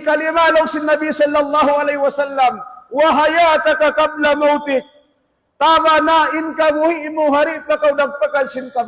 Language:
Tausug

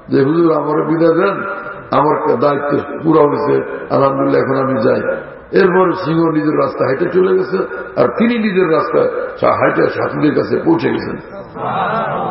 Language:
Bangla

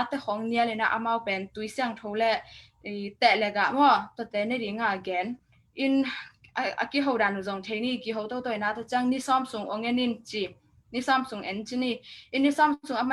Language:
Tedim Chin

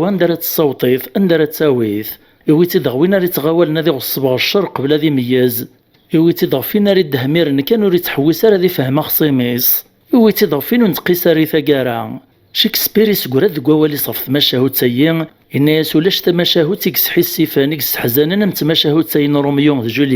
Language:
Kabyle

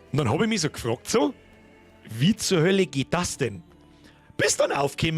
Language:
Bavarian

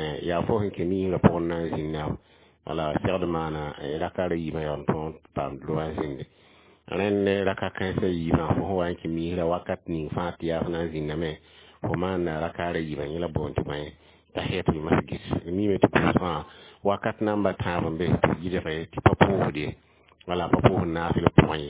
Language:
Mossi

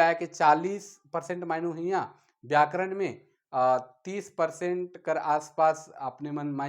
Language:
Sadri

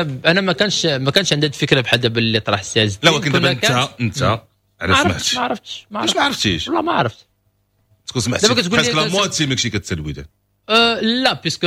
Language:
Moroccan Arabic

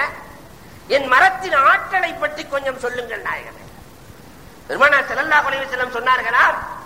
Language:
Tamil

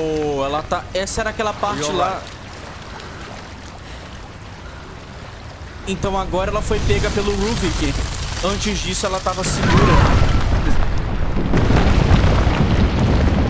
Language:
Portuguese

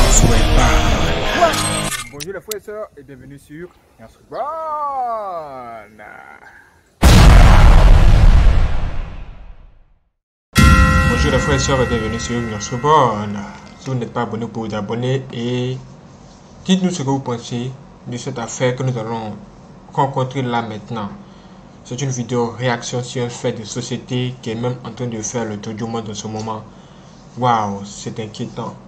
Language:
French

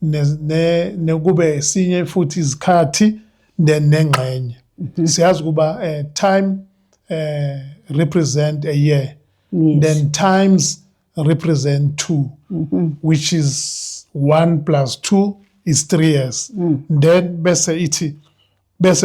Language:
Zulu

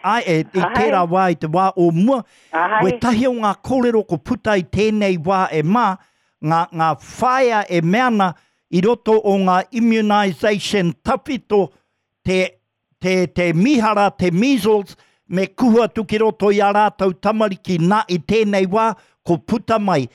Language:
Māori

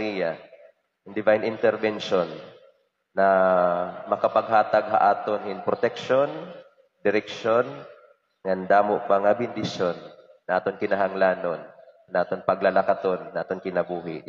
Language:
Waray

